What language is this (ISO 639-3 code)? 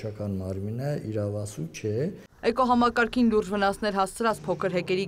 hye